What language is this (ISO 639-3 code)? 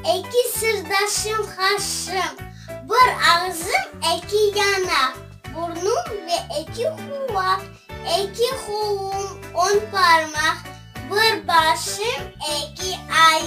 crh